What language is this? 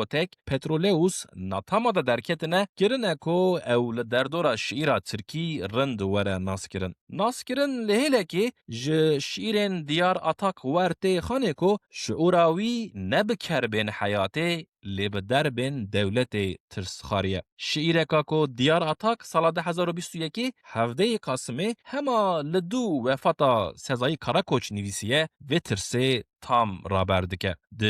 Kurdish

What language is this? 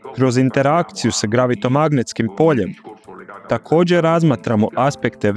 Croatian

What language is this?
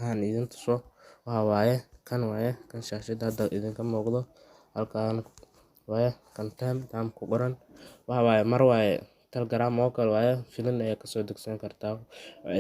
Somali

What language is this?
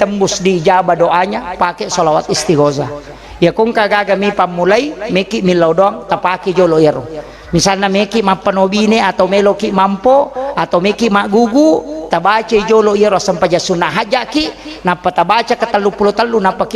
Buginese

